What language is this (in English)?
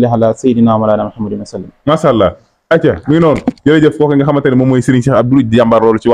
Wolof